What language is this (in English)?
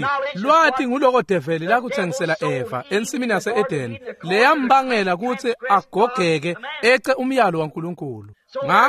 Swati